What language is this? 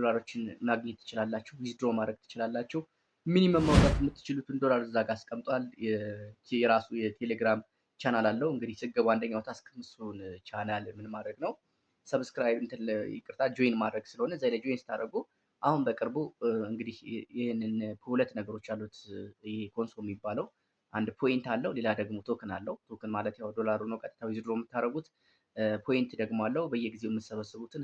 Amharic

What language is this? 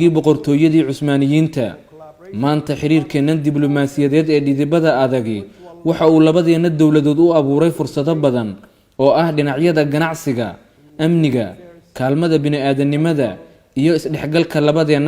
Somali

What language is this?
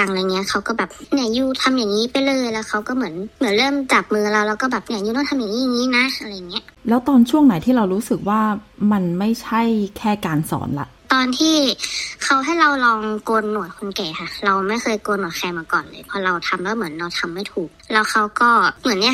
Thai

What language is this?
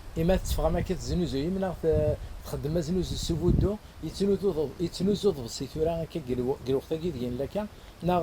Kabyle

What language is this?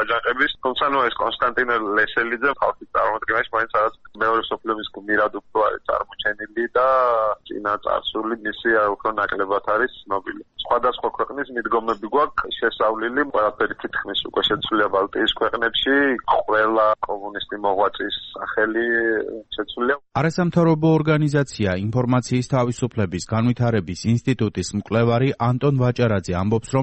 Georgian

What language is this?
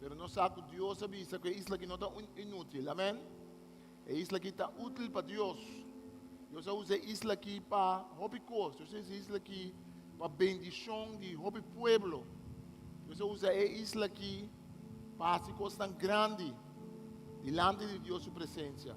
Papiamento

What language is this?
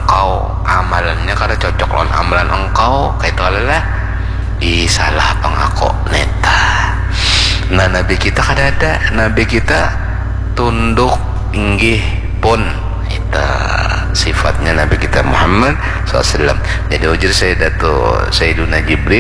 Banjar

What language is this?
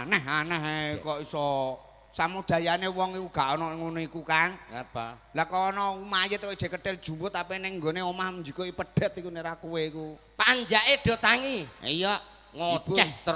Javanese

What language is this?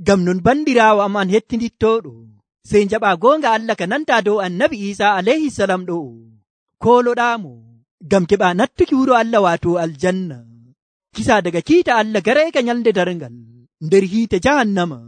Nigerian Fulfulde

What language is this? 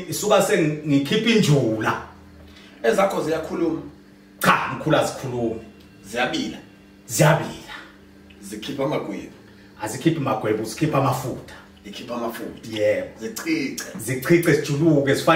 Zulu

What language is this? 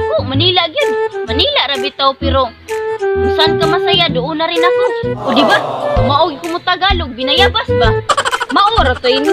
Cebuano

